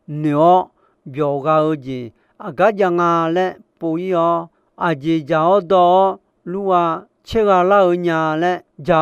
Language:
Akha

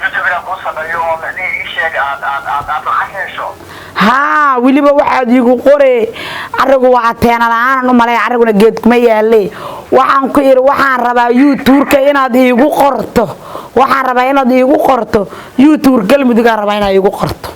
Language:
Somali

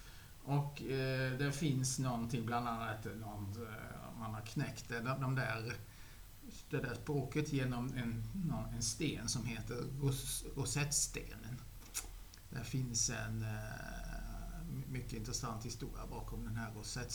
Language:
Swedish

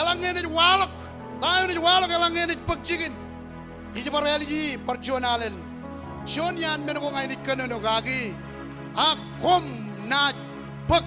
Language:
Marshallese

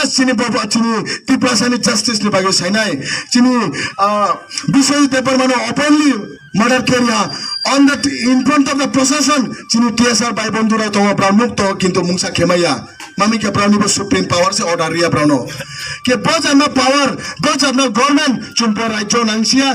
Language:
Riang (India)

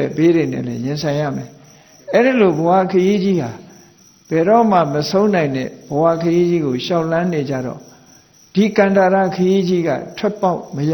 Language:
Burmese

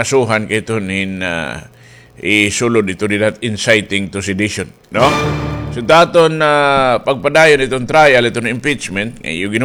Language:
Waray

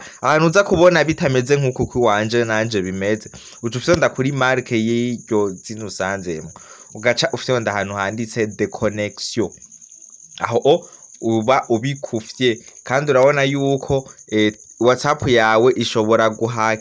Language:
Rundi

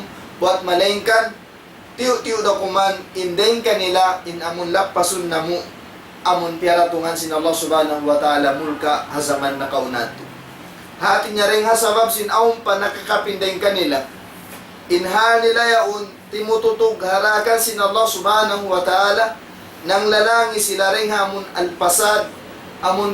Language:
Tausug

